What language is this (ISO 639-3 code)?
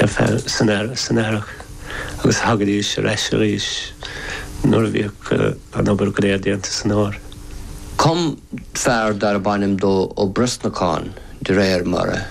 gle